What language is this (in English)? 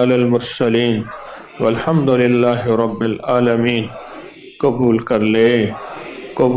Urdu